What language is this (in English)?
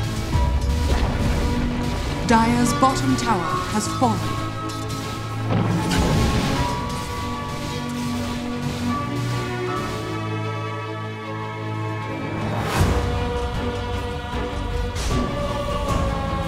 English